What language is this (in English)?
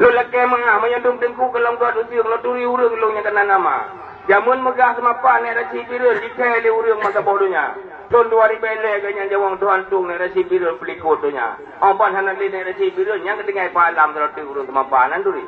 Achinese